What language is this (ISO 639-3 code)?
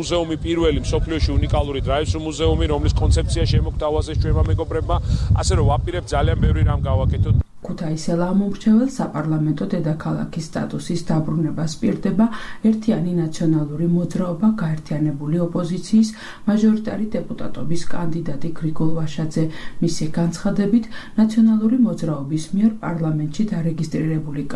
kat